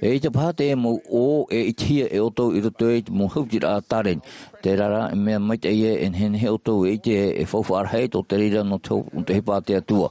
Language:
Tahitian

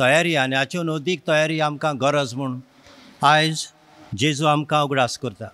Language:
Konkani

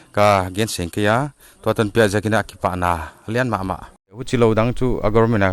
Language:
Paite Chin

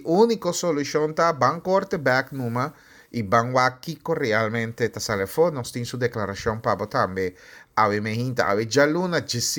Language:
Papiamento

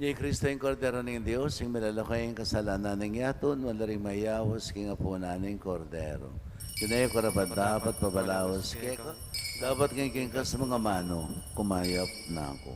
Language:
Pampanga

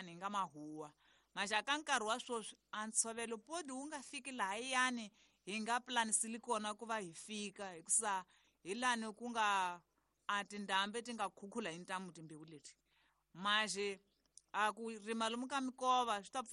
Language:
Tsonga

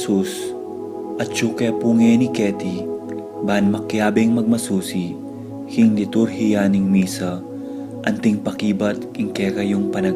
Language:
Pampanga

